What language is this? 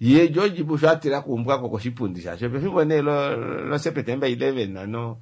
Kuanyama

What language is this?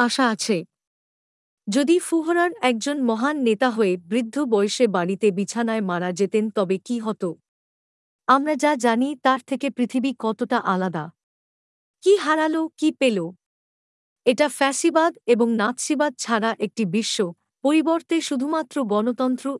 Bangla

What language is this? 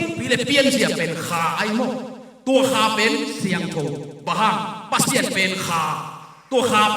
Tedim Chin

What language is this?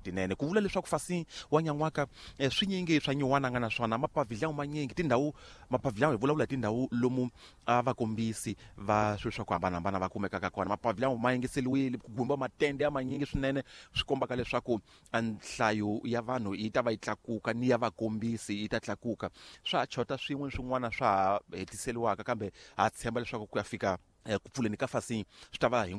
Tsonga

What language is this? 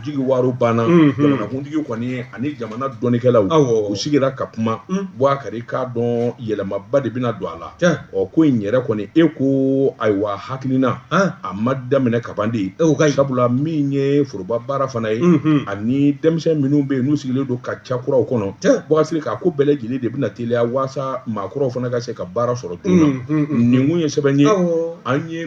Bambara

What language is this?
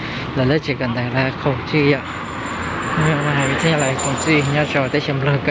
Hmong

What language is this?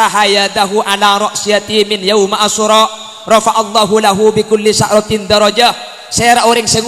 Madurese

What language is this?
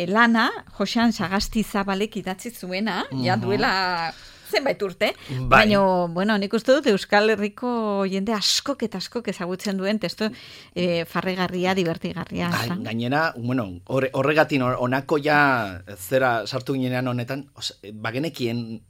Basque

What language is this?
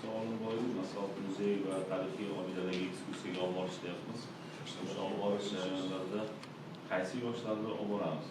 Uzbek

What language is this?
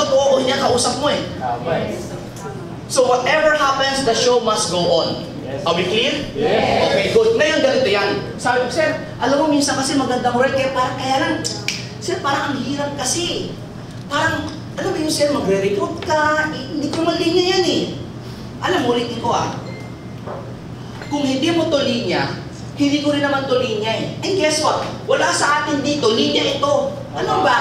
Filipino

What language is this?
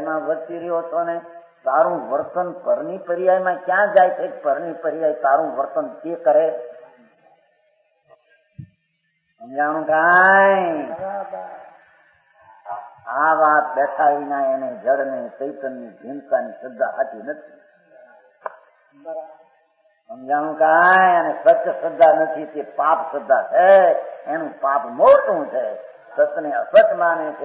Gujarati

